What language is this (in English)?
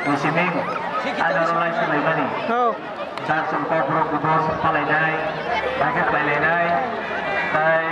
Kok Borok